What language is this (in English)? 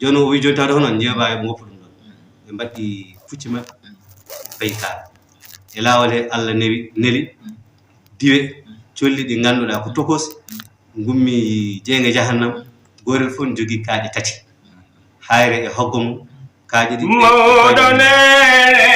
Fula